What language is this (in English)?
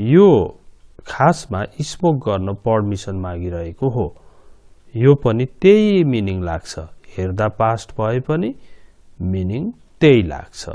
Nepali